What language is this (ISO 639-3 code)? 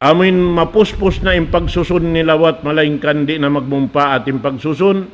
tsg